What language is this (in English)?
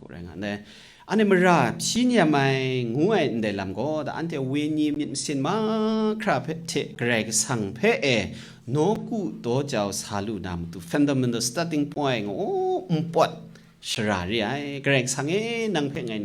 Kachin